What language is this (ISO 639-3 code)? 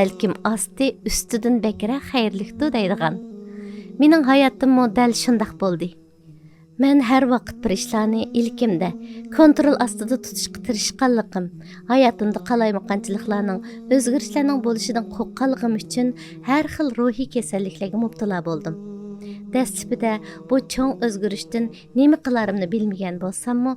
uig